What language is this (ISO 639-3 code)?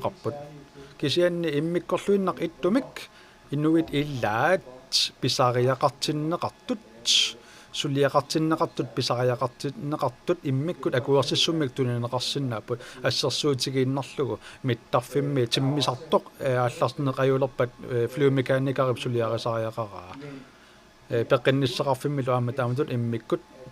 kal